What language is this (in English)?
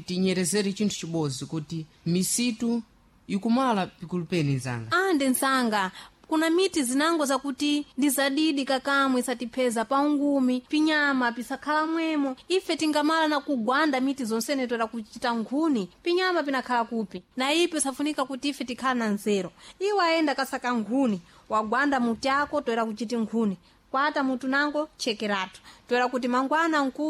Sena